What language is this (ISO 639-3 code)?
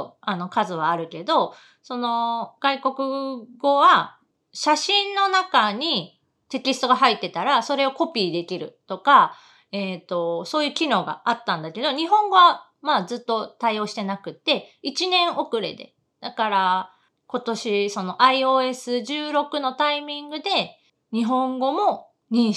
jpn